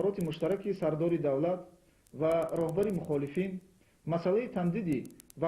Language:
Tajik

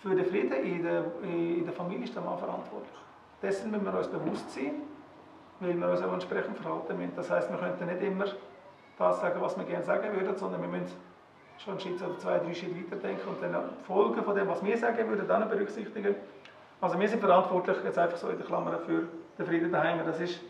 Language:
Swiss German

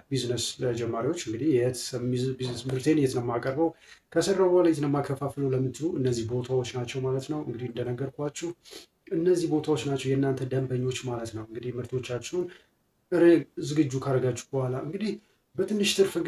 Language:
Amharic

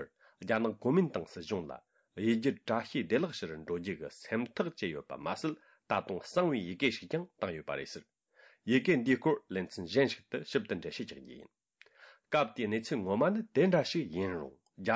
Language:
Tibetan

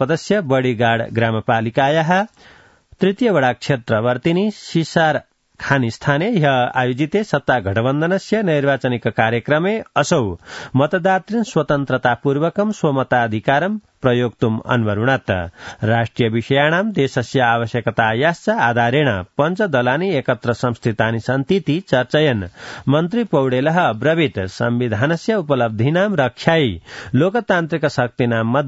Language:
Sanskrit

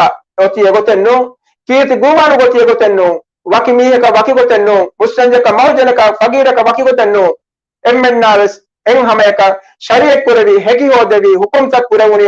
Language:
Divehi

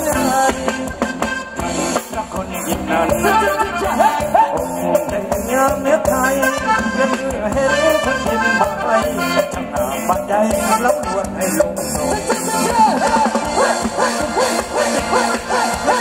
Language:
Thai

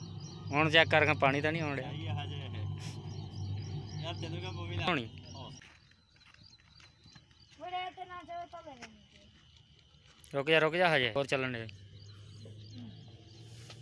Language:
Punjabi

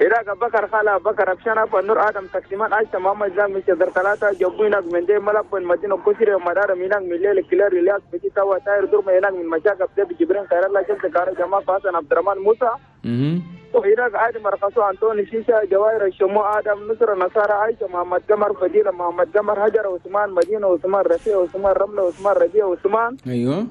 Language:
Chadian Arabic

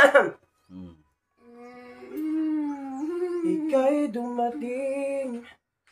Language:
Filipino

